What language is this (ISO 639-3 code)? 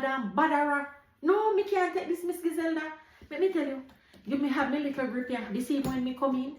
jam